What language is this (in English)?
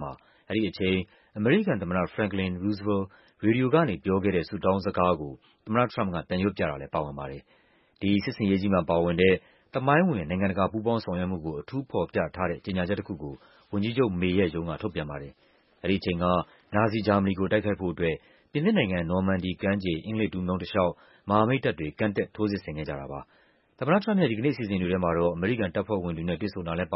Burmese